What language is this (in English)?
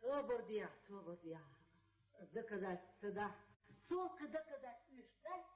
Chechen